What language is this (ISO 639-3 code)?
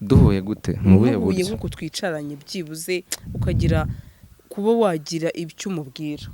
kin